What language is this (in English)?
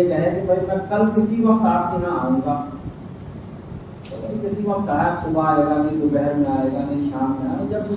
Urdu